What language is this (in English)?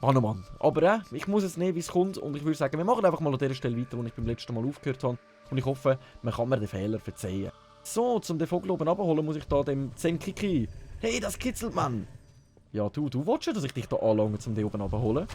Swiss German